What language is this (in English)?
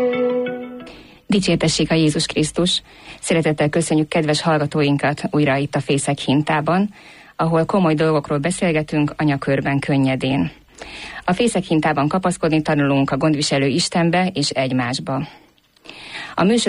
Hungarian